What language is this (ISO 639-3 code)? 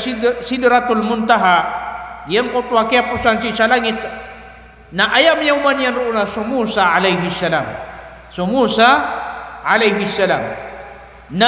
mrw